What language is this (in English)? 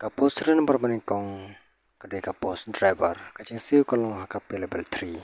Khasi